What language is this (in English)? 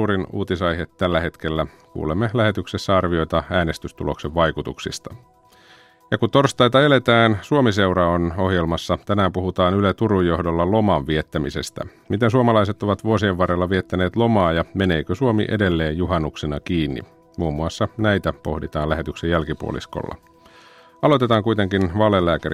Finnish